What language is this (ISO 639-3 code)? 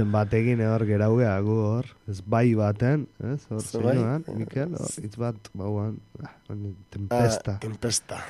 eus